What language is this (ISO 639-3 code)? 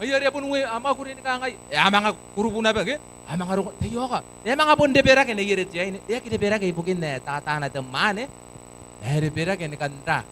gil